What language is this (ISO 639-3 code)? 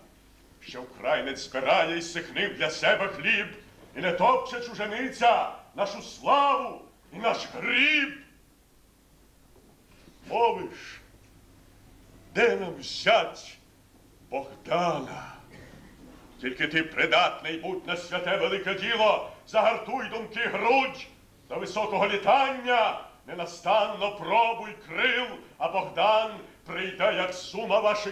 ukr